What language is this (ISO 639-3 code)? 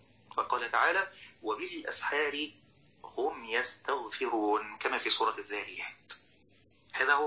ara